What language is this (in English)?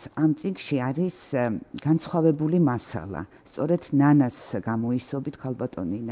Georgian